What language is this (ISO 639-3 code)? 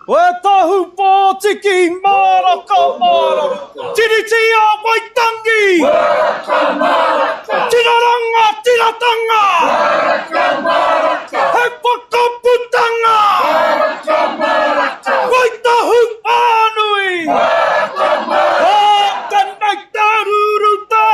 mri